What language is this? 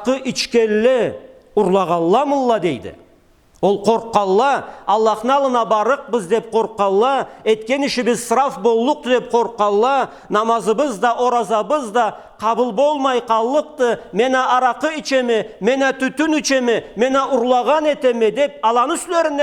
Karachay-Balkar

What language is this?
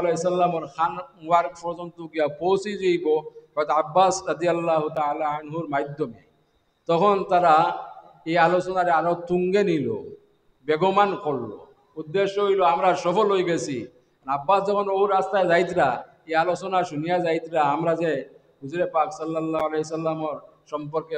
Sylheti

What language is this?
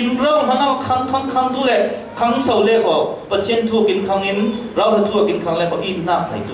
Falam Chin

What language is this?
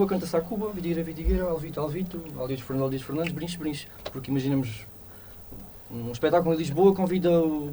Portuguese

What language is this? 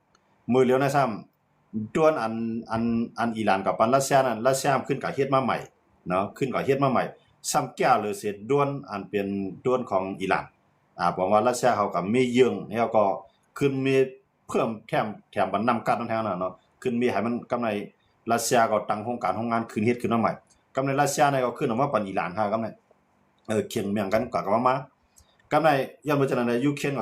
Shan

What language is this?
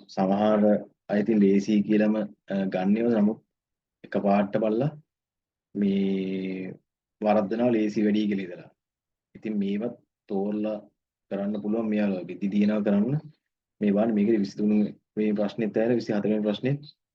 Sinhala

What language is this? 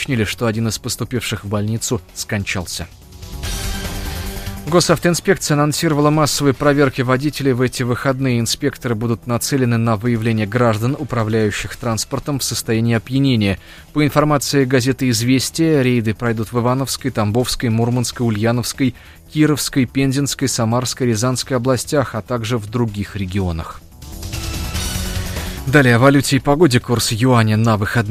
Russian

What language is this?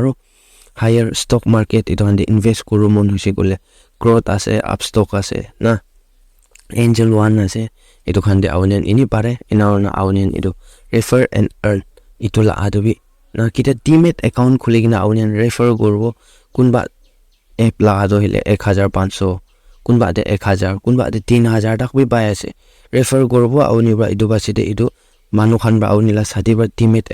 Naga Pidgin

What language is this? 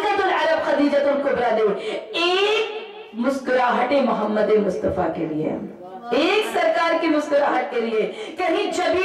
Urdu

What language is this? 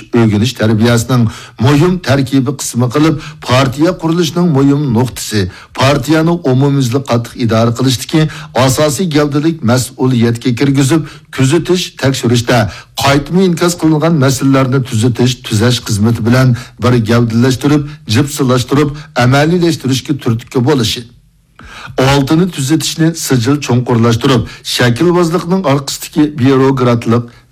Uyghur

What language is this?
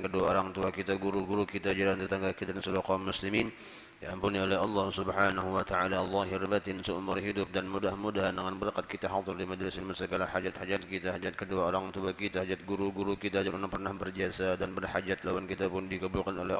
Banjar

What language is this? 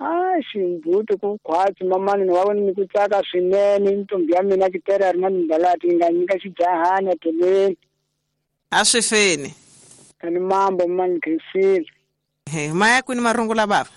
Tsonga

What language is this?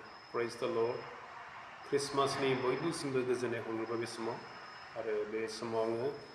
Bodo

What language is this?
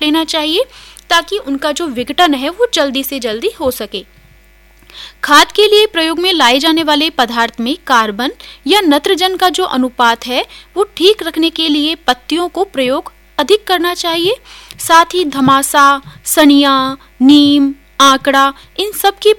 Hindi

